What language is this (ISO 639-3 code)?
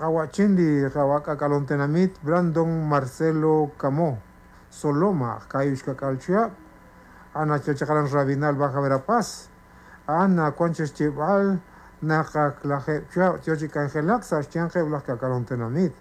kek